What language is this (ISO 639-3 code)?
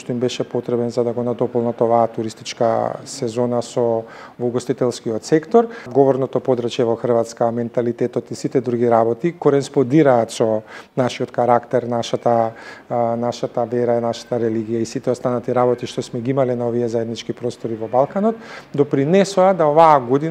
mkd